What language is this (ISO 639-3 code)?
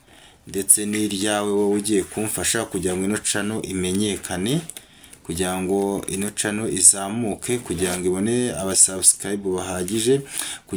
kin